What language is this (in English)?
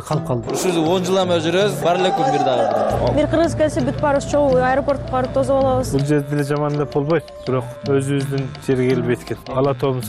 Kyrgyz